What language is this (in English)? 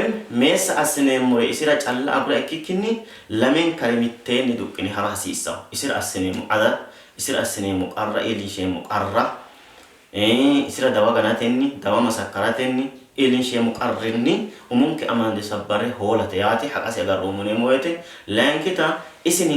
Sidamo